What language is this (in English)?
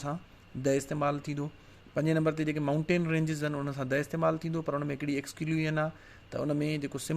Sindhi